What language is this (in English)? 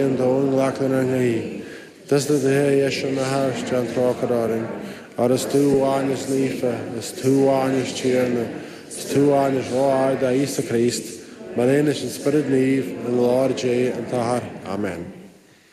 Irish